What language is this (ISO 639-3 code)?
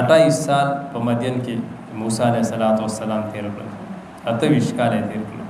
pus